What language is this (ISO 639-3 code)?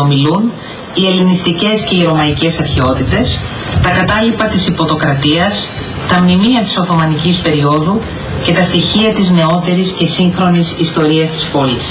ell